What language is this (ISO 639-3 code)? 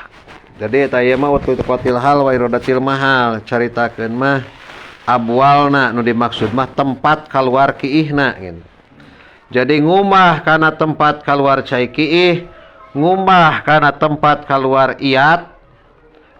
sun